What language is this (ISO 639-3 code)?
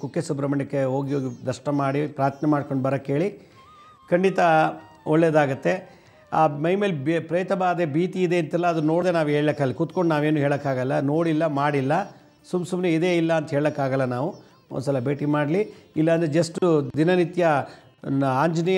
kan